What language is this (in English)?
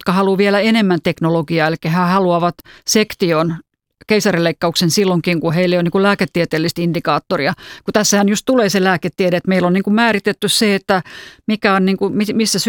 Finnish